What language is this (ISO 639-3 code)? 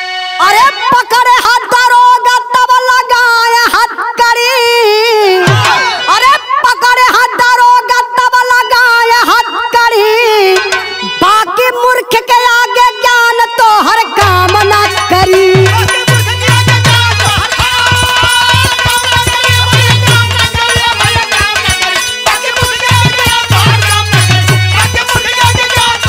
bho